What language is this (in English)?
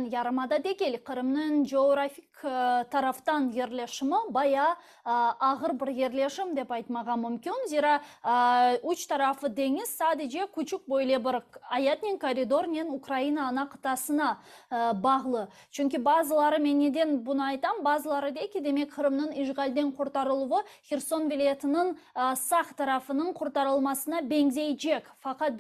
Crimean Tatar